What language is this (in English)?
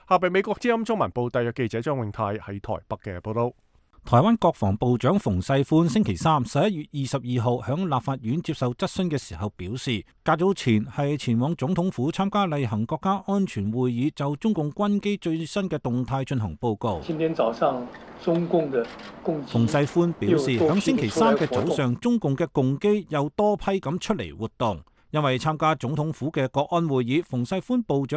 Cantonese